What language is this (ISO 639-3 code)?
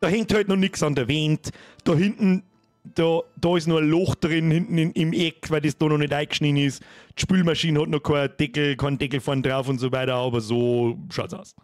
bar